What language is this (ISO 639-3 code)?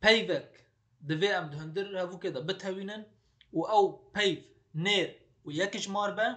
kur